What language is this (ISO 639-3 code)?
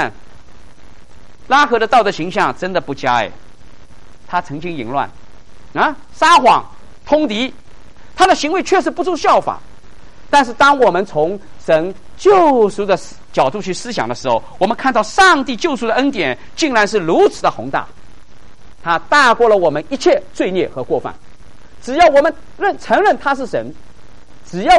zho